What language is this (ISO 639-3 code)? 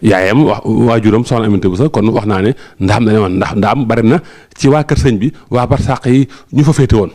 wol